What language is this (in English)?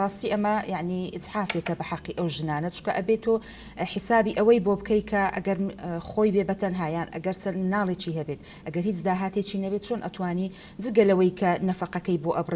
Central Kurdish